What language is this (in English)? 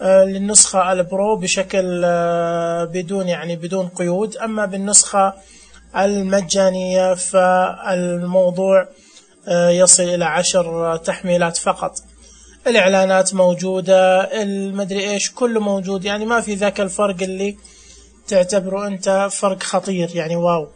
Najdi Arabic